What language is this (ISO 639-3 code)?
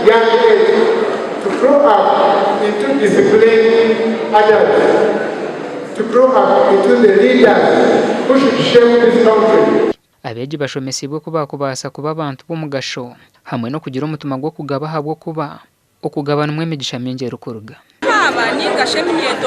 nyn